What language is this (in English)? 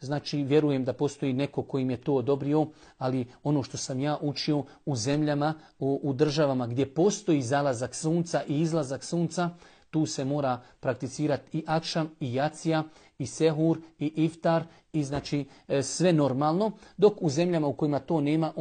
Bosnian